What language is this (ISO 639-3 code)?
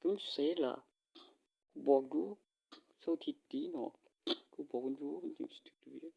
tts